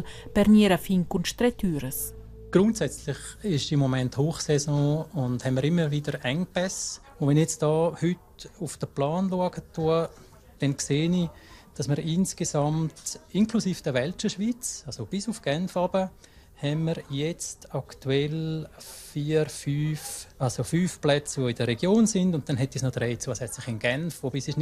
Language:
Romansh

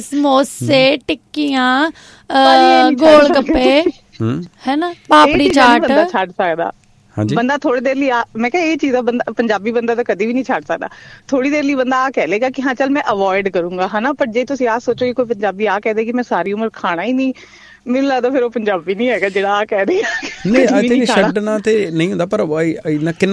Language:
Punjabi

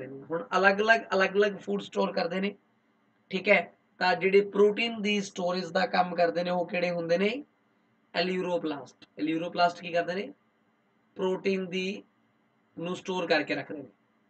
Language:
Punjabi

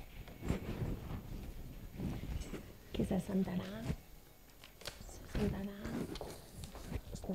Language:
Catalan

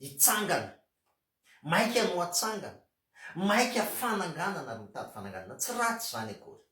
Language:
Malagasy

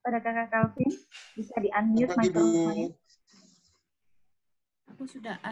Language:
Indonesian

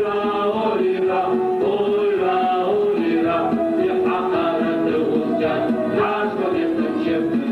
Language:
Adyghe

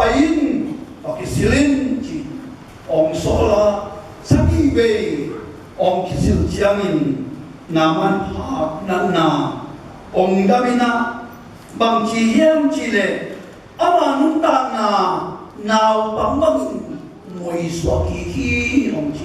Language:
Tedim Chin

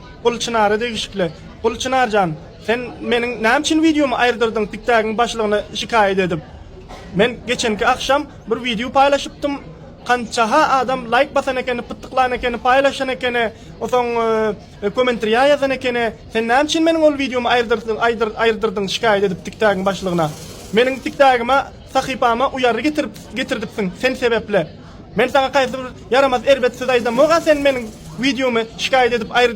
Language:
Turkmen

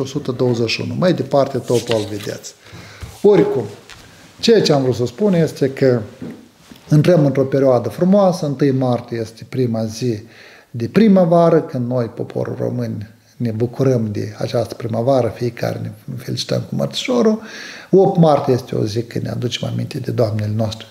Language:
Romanian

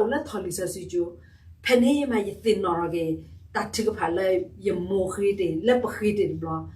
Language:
S'gaw Karen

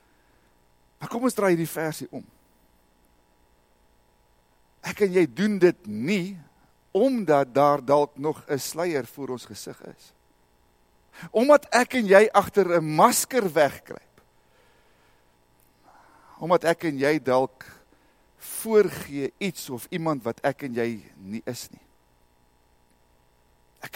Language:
Afrikaans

